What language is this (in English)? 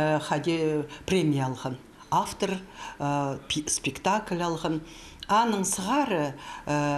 Khakas